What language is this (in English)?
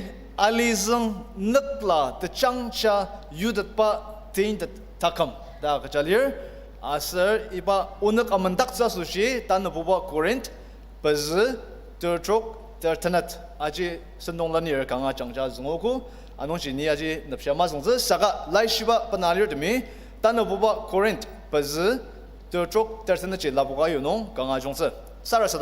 Ao Naga